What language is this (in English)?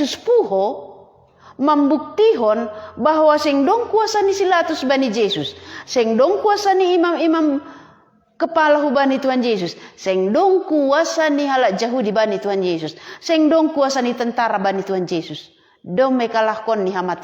Batak Simalungun